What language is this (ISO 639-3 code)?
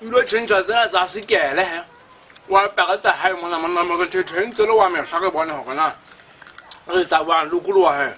sot